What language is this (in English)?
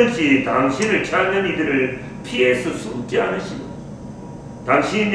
Korean